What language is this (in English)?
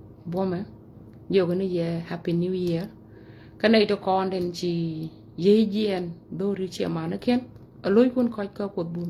Nuer